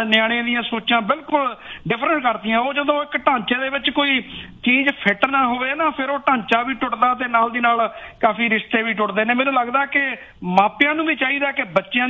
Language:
Punjabi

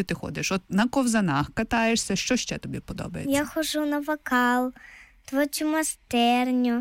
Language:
Ukrainian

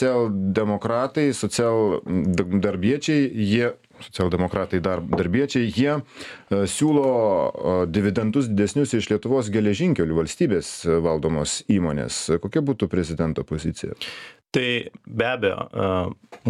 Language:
Lithuanian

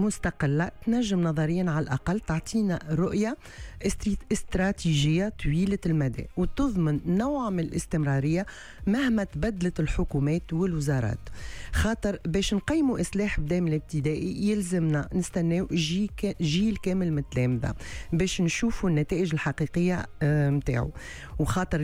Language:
Tunisian Arabic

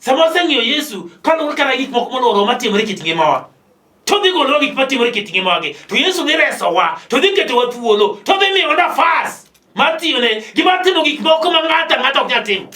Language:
Luo (Kenya and Tanzania)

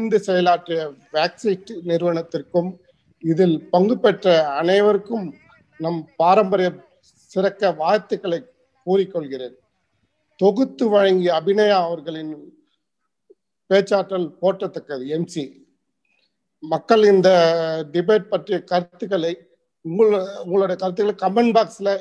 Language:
Tamil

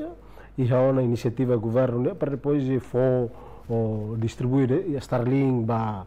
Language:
Tetum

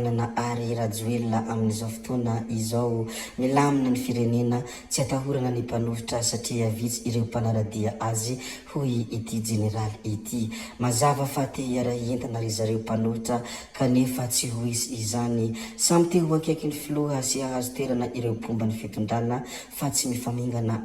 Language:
Malagasy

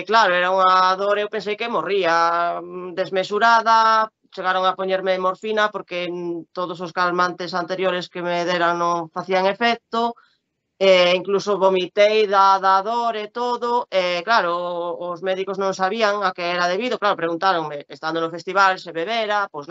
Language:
Galician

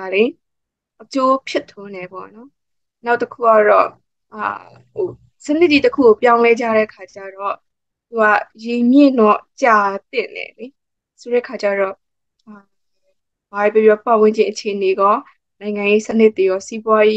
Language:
Burmese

